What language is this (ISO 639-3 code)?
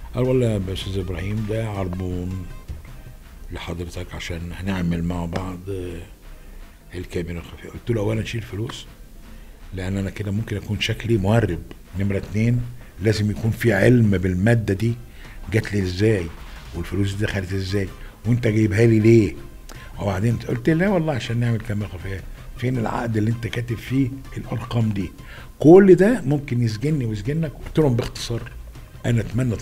arz